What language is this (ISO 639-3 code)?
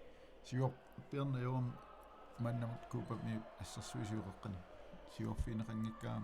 kal